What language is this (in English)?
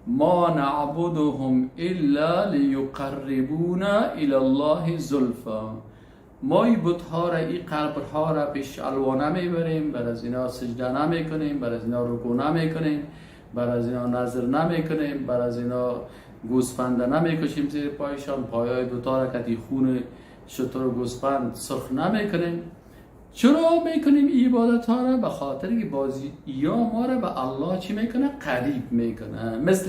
Persian